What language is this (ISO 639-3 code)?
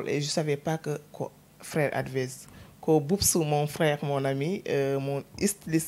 ful